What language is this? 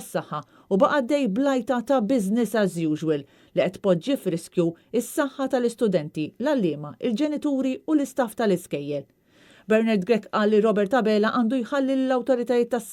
Maltese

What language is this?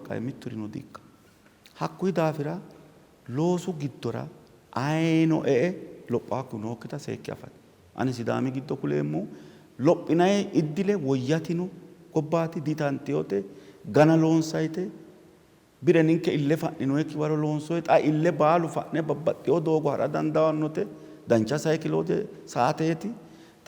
Sidamo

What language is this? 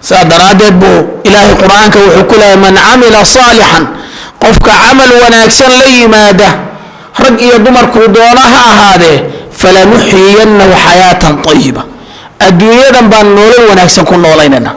Somali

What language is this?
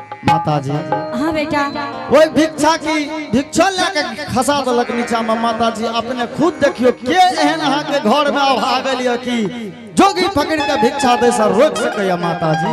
Angika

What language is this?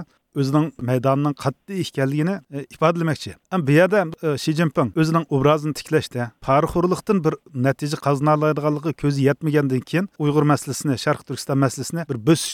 Uyghur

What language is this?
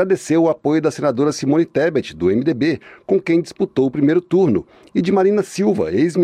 Portuguese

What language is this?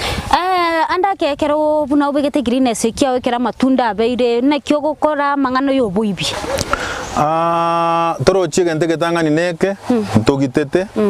Gusii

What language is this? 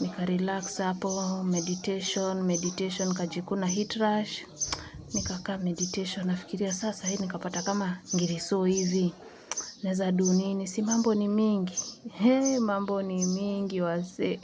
Swahili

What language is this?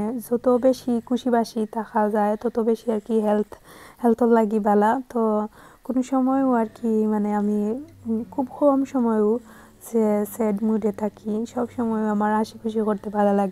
Sylheti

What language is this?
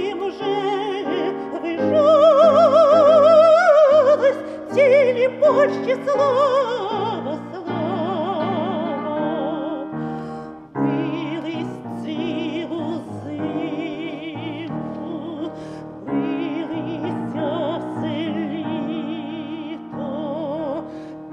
Ukrainian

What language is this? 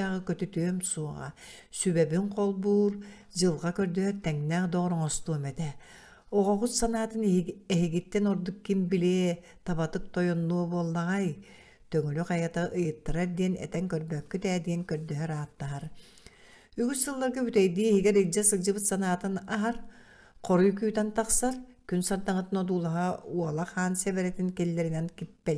Yakut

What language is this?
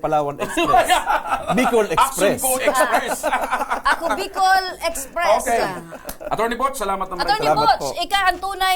Bikol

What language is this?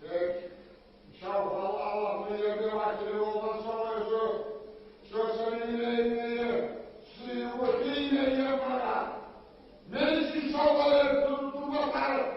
Kumyk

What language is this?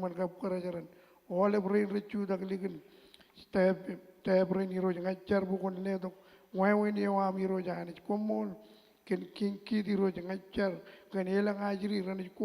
Marshallese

